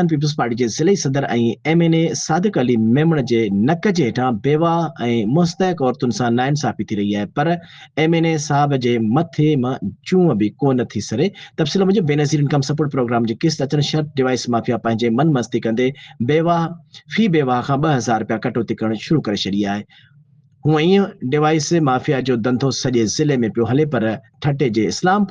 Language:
Sindhi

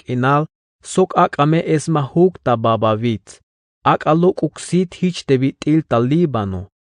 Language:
Tzeltal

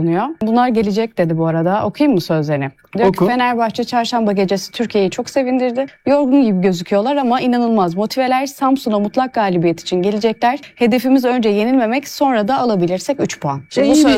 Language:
Turkish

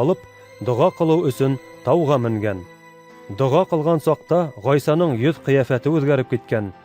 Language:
Bashkir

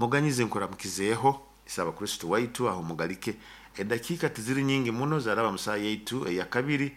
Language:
Nyoro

